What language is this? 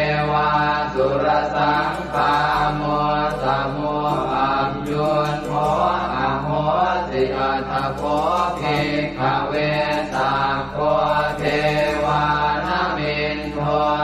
Pali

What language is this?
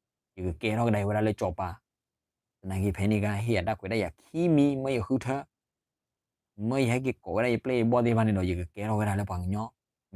S'gaw Karen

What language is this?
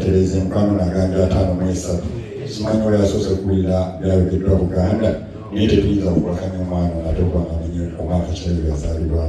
Ganda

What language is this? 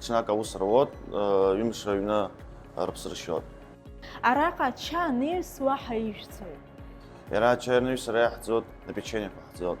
Abkhazian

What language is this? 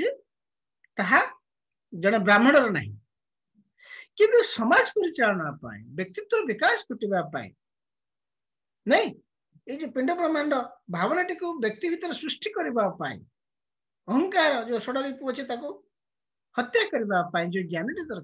Odia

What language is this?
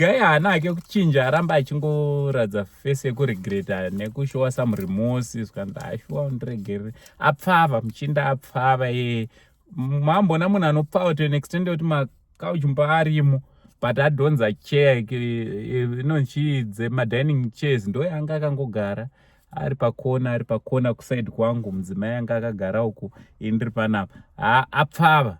Shona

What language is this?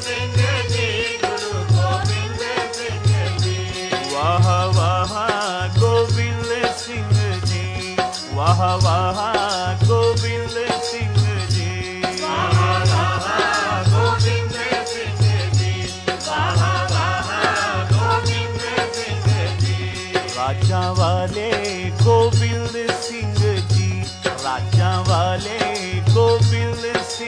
Punjabi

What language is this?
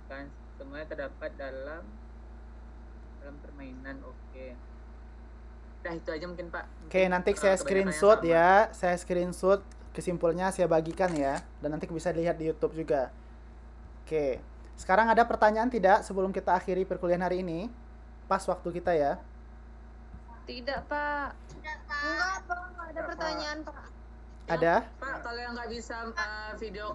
Indonesian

